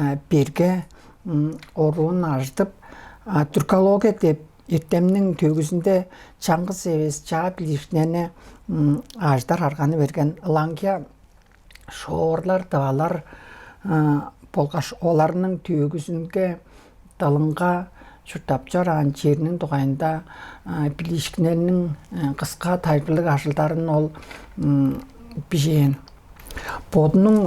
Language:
Tuvinian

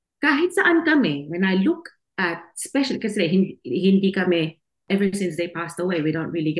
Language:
Filipino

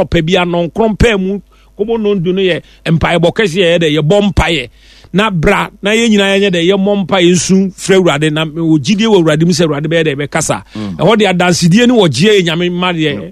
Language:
Akan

